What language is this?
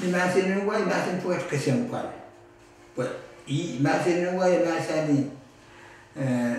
Pohnpeian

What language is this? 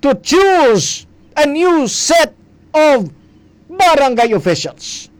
Hiligaynon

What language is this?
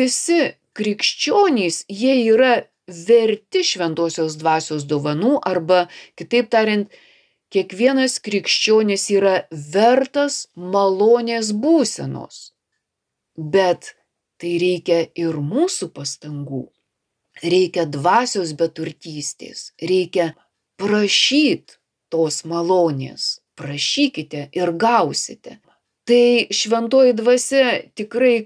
Lithuanian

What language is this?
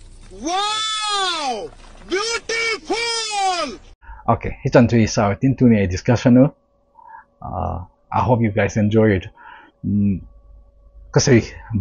Thado Chin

